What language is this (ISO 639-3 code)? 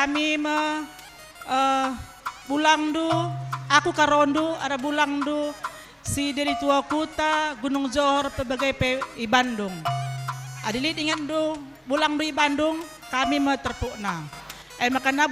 btx